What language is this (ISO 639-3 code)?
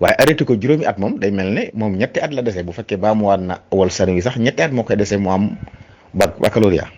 wol